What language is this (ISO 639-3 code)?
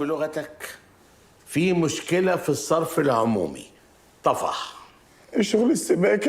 arz